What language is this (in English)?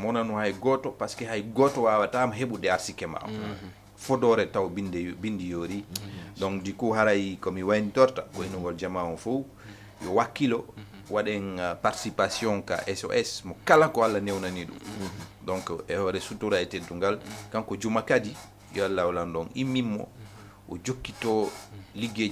Fula